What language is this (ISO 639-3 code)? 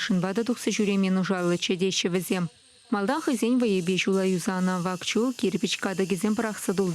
chv